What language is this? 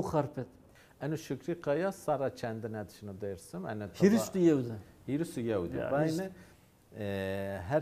Zaza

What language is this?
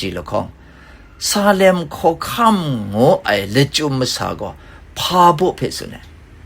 Kachin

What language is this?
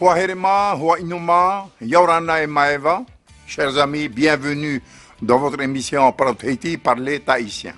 Tahitian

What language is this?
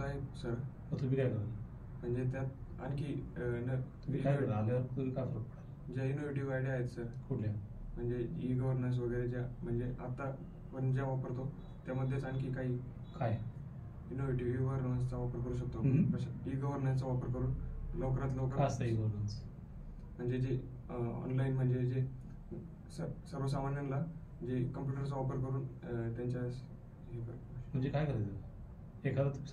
Marathi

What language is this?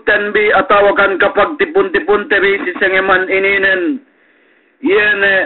Yakan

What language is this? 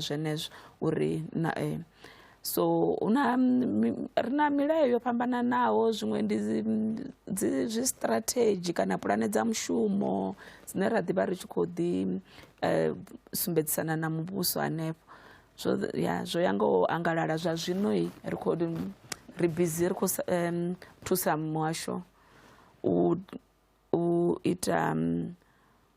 Venda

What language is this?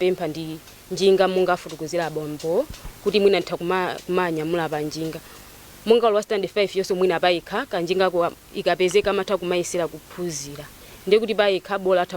Nyanja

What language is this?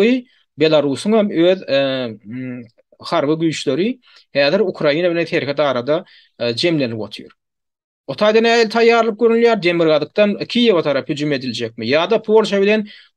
Turkmen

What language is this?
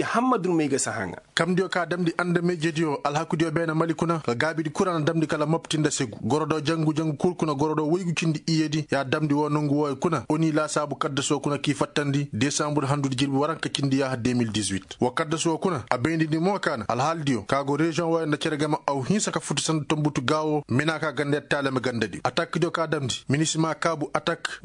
Koyraboro Senni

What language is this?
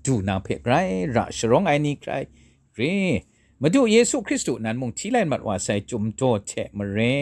Kachin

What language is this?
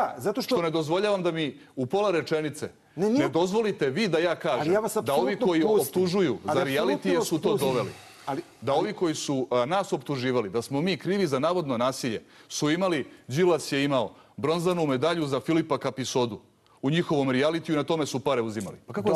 Serbian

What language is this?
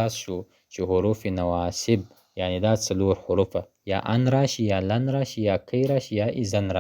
Pashto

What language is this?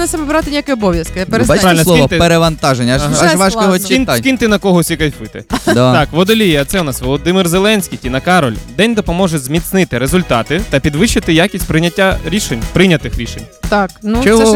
Ukrainian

